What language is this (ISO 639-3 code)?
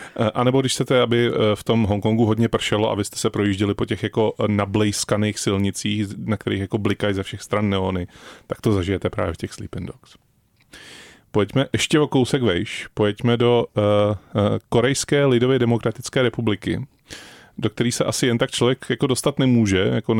ces